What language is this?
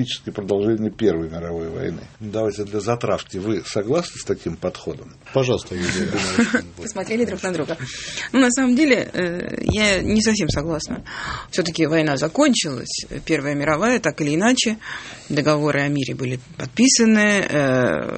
Russian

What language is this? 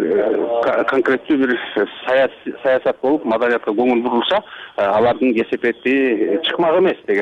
Kyrgyz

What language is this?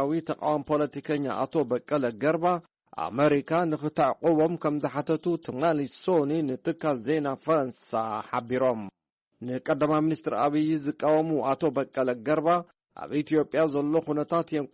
Tigrinya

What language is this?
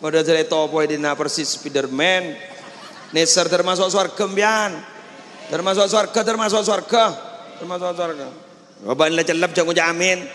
Madurese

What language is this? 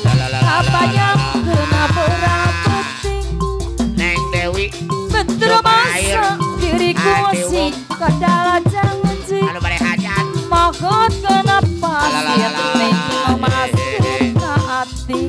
Sundanese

